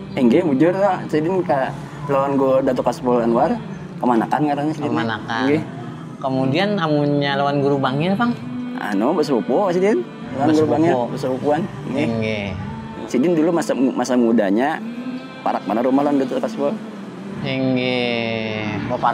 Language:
Banjar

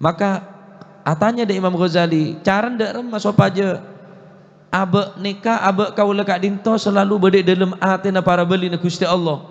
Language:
Madurese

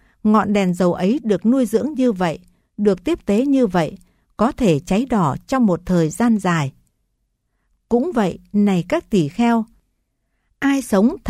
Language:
Vietnamese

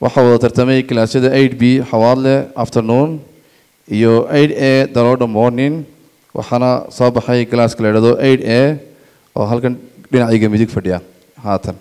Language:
Somali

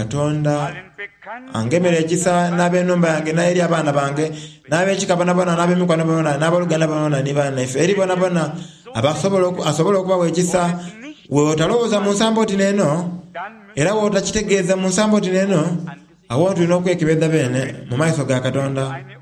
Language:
Soga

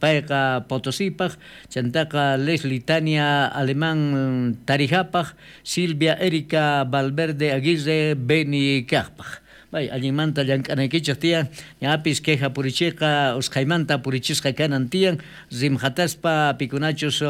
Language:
South Bolivian Quechua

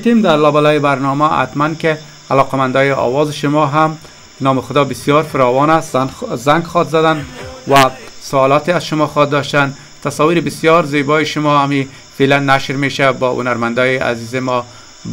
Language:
Persian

